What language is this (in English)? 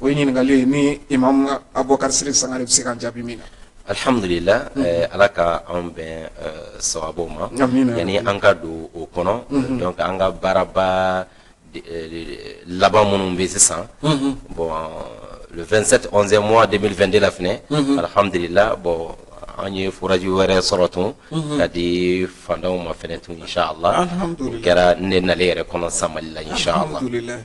Bambara